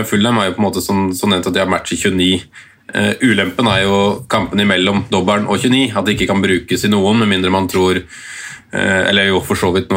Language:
Norwegian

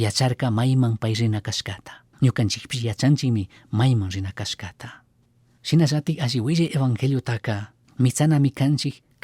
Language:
Chimborazo Highland Quichua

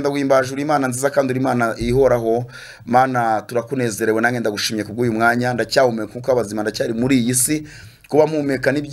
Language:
Kinyarwanda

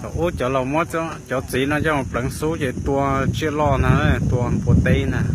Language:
Hmong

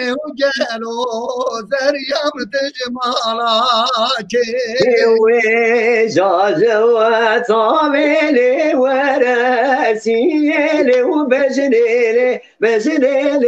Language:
Kurdish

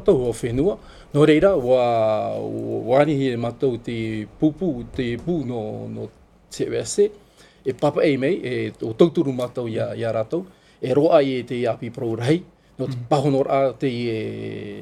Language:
Tahitian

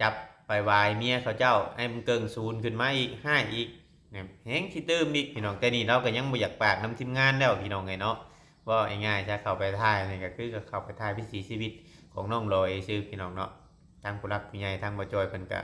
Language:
Northeastern Thai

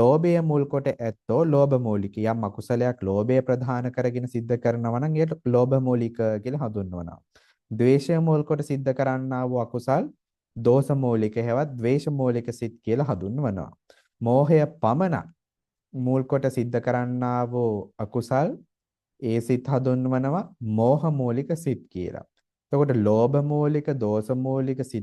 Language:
Sinhala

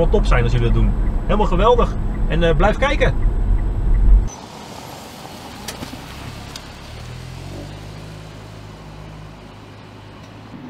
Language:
Dutch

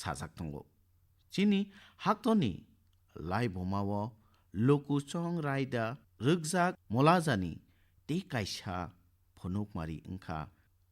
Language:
Kok Borok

